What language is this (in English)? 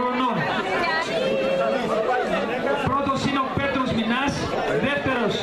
Greek